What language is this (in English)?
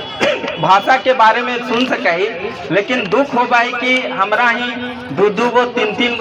Magahi